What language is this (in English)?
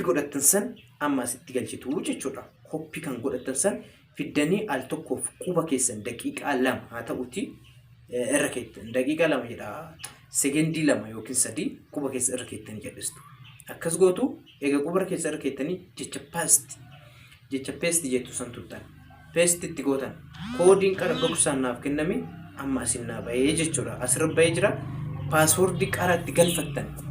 Oromo